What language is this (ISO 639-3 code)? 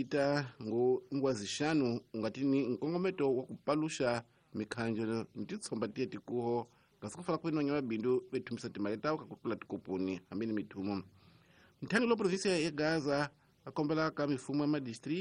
tso